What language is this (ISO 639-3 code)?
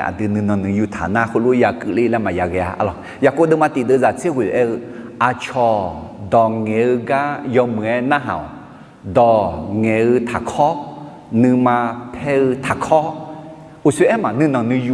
ahk